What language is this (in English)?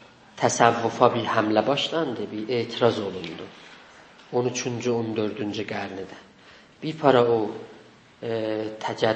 South Azerbaijani